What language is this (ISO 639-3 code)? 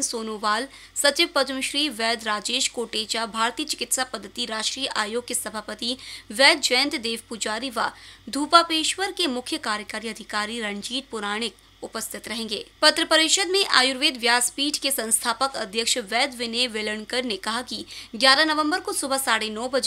hin